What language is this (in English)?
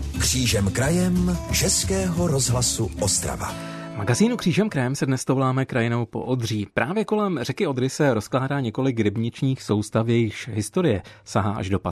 Czech